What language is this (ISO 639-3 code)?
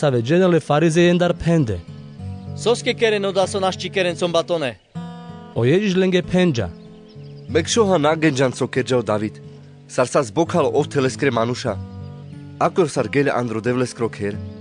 rmc